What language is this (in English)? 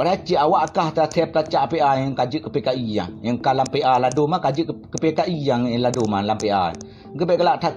Achinese